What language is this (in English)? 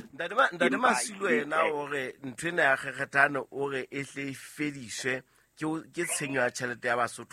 Southern Sotho